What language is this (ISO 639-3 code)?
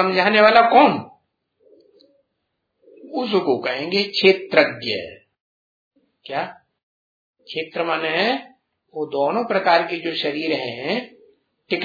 hin